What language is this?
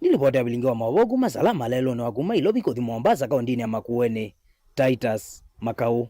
Kamba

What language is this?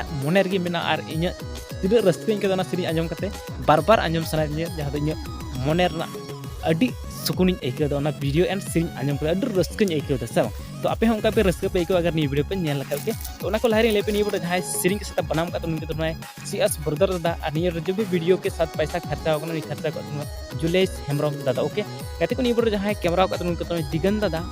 Santali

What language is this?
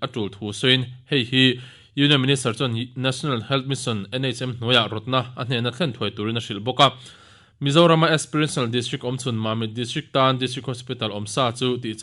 Mizo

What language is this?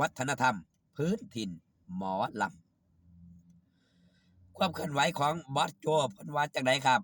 Northeastern Thai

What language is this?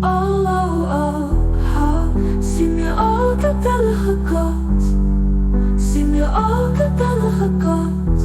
Luxembourgish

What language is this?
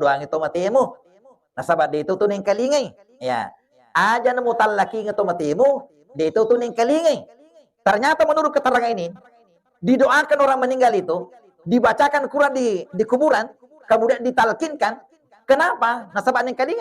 Buginese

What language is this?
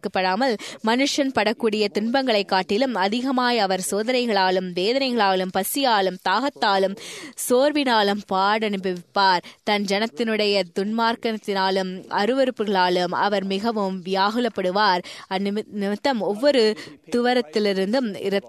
Tamil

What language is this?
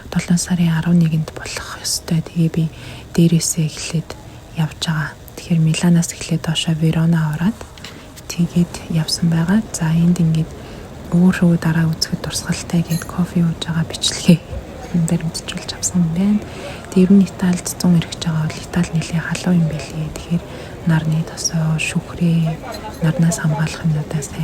Mongolian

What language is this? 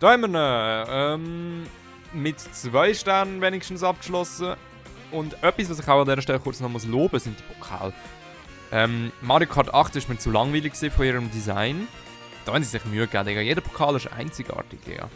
Swiss German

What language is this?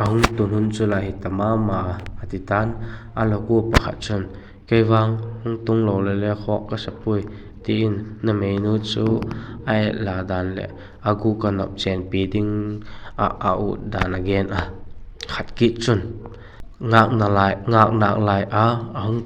Vaiphei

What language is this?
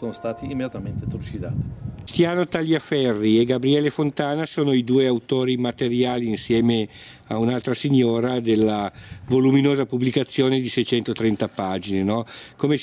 Italian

